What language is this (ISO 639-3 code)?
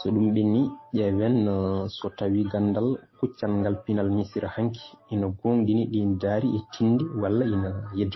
ful